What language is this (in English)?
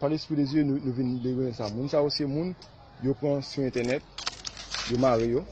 Haitian Creole